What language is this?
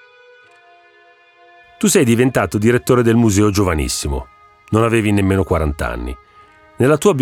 Italian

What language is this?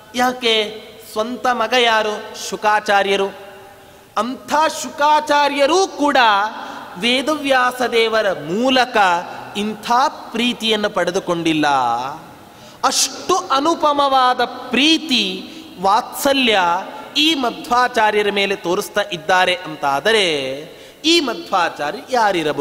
Kannada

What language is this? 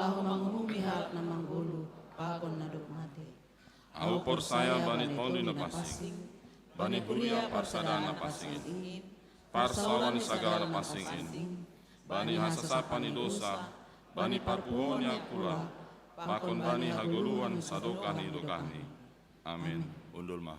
Batak Simalungun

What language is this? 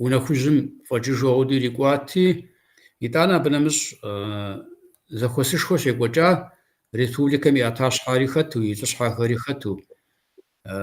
Kabardian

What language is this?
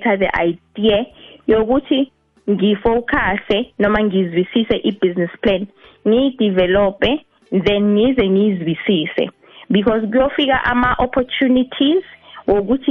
South Ndebele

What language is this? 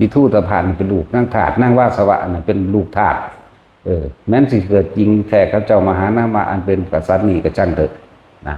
Northeastern Thai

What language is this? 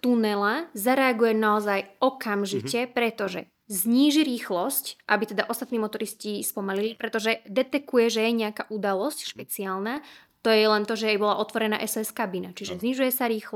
Slovak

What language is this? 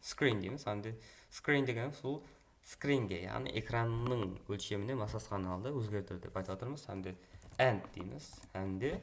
Kara-Kalpak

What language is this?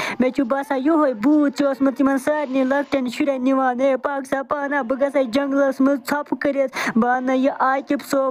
Kashmiri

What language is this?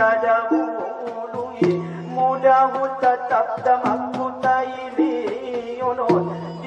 Batak Angkola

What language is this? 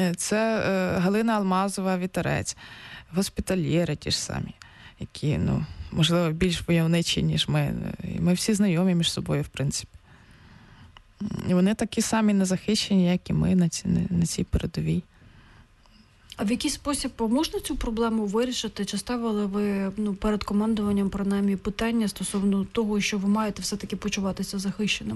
Ukrainian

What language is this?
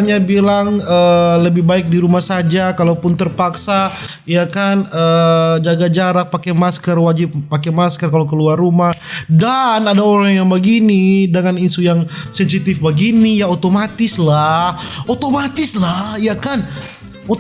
Manado Malay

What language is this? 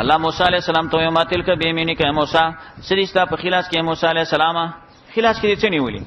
Pashto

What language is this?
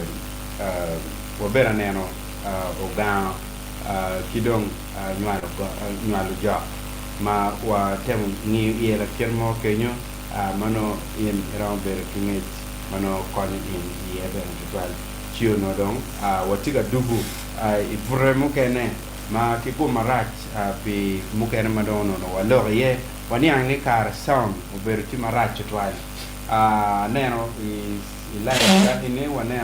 Acoli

